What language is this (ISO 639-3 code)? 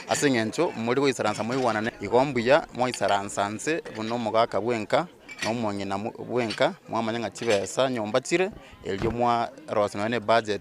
guz